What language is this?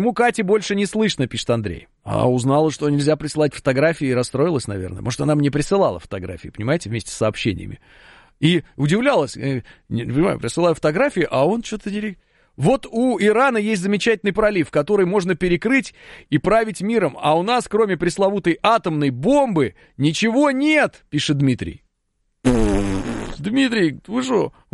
Russian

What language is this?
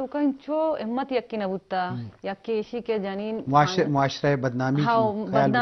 Eastern Balochi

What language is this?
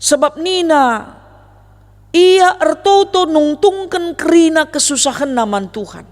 Batak Karo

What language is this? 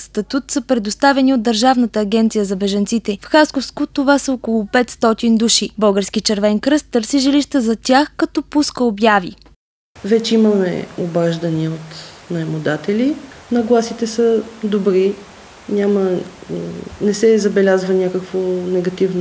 Bulgarian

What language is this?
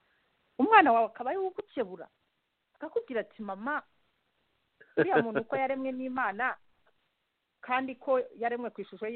Kinyarwanda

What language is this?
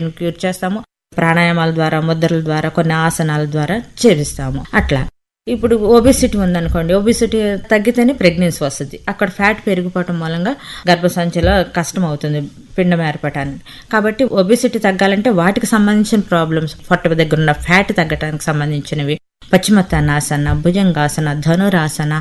Telugu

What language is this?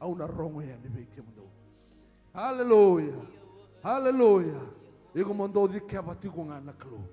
Fijian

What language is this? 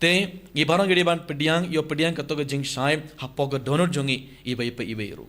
Khasi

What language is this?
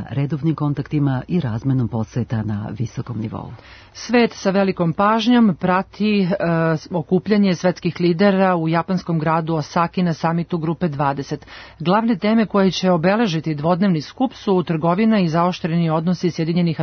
Serbian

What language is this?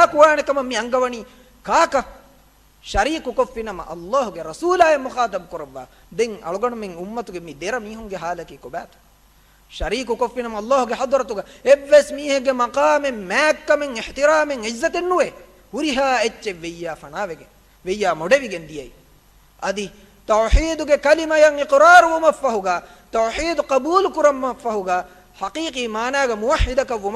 Divehi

